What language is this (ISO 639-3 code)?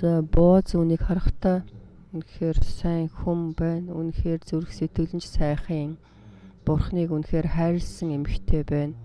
mon